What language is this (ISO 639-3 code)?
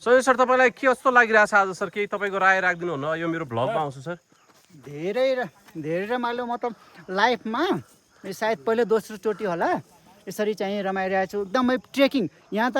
nep